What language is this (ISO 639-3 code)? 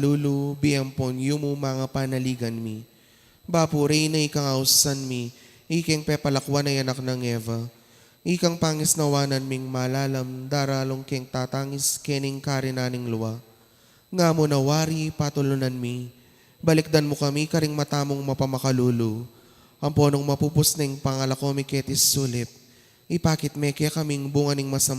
pam